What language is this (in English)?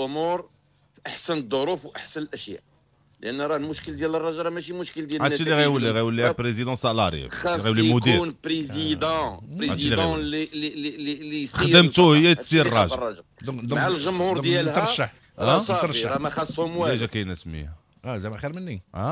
Moroccan Arabic